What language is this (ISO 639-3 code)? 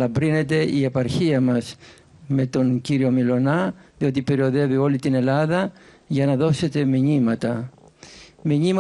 ell